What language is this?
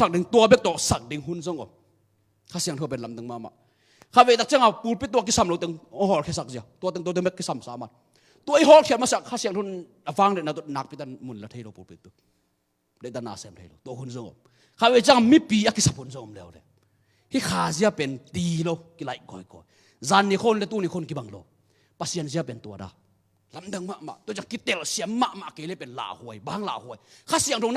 Tedim Chin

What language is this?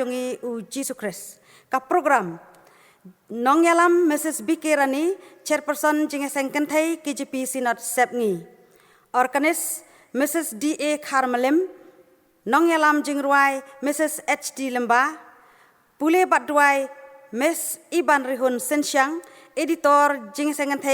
Khasi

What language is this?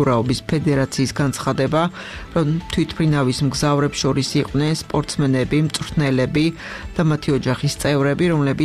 Georgian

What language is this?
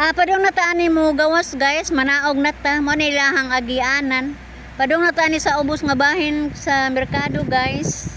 Cebuano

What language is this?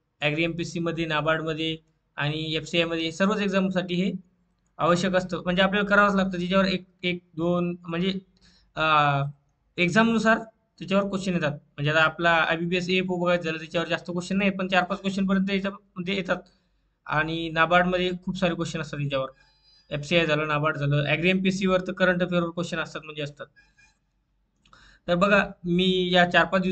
Marathi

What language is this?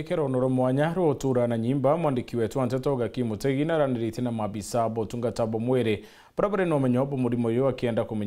Meru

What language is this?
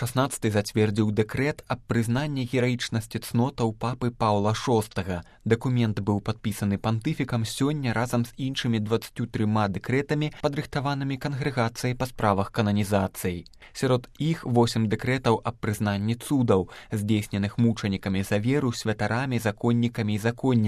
Belarusian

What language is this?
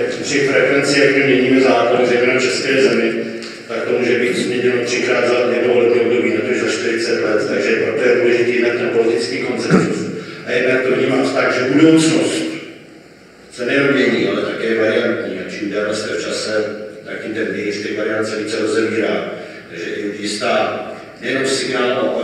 Czech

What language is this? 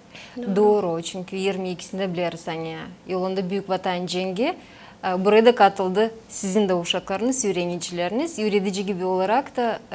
Gagauz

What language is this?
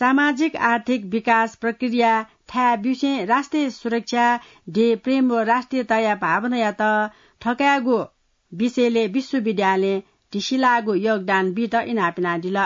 Newari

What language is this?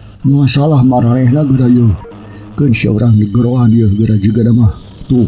Sundanese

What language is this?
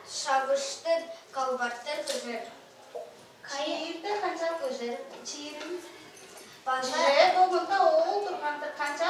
Tuvinian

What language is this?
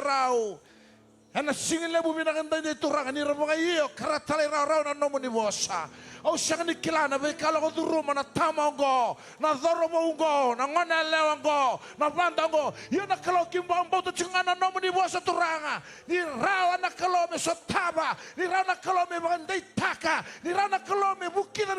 Fijian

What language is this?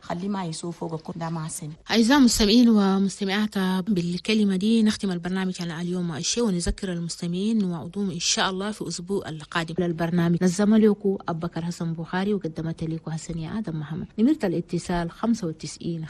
Chadian Arabic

